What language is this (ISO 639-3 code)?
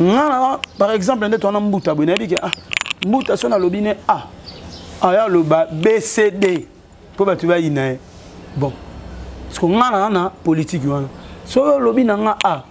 lin